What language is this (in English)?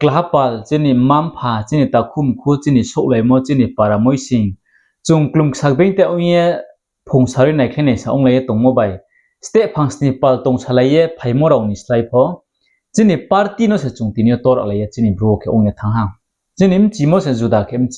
Riang (India)